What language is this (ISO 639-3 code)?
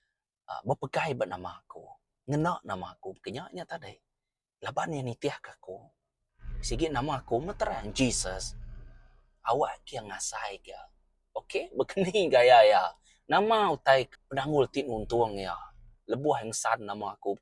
iba